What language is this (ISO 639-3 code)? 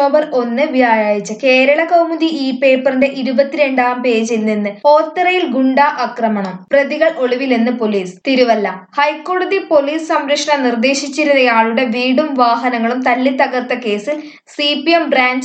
mal